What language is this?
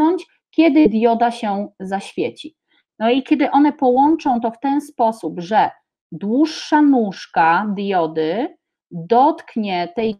Polish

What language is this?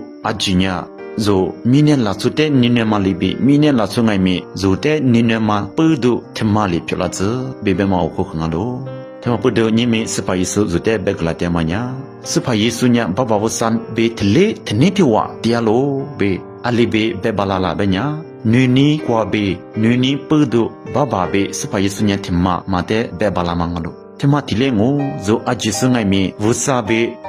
Lisu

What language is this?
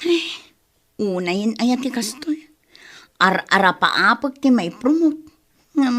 Iloko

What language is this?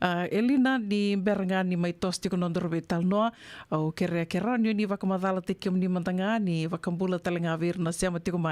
Fijian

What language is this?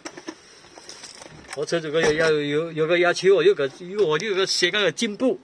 Chinese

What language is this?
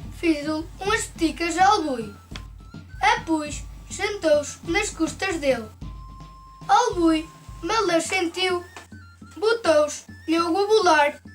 Mirandese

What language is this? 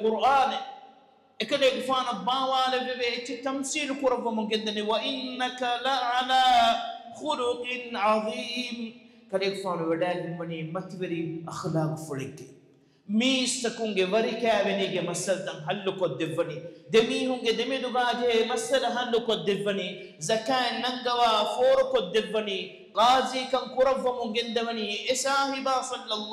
Divehi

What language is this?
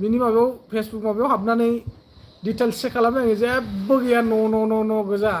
Bodo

